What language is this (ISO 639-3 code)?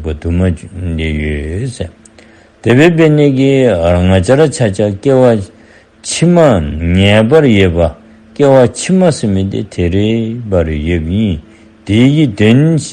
dzo